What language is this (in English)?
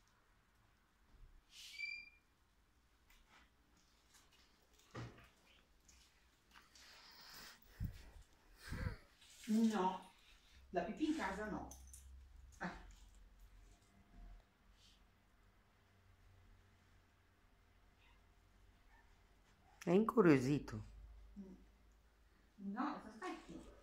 Italian